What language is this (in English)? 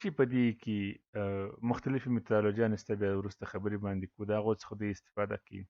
Pashto